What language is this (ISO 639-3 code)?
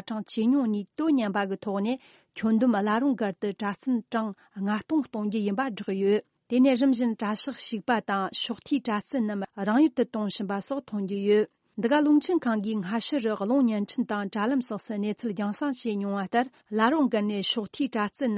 bod